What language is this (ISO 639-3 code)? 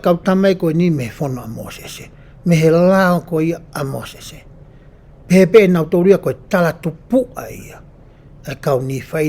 ton